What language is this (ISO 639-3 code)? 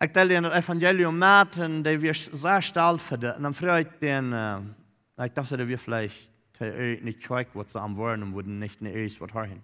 pdt